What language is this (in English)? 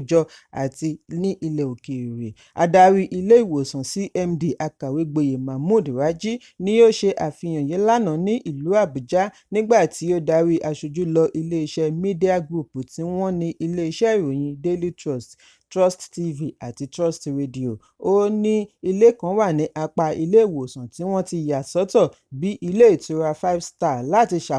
Yoruba